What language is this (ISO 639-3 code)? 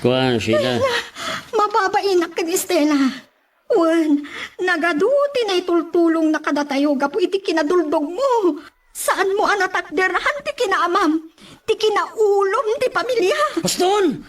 ilo